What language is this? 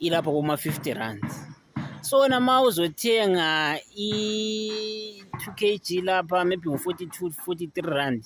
Zulu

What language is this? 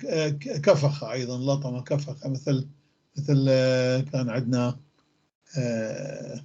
North Levantine Arabic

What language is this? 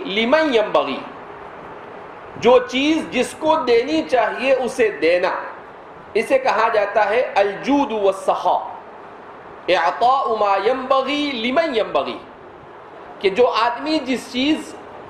Urdu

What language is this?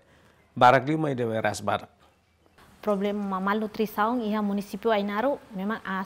Tetum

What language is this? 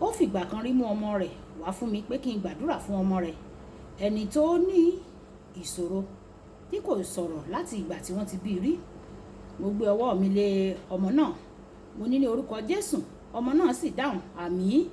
Yoruba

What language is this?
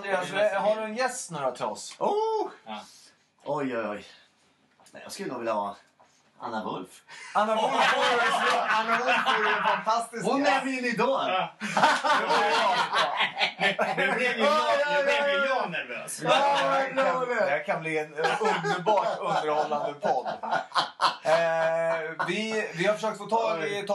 Swedish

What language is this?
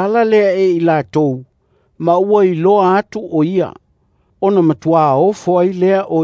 Samoan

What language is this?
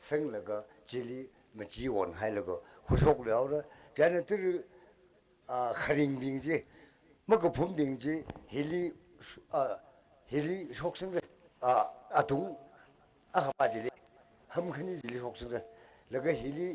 Tangkhul Naga (India)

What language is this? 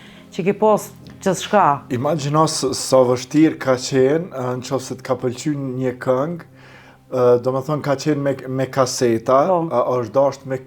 Albanian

